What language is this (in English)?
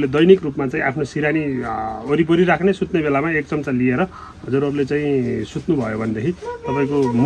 Nepali